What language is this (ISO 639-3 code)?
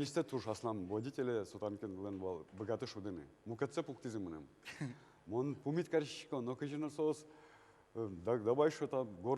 udm